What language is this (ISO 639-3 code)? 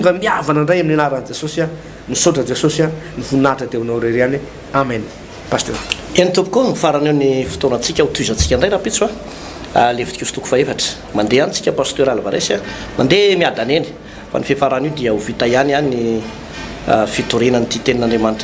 mlg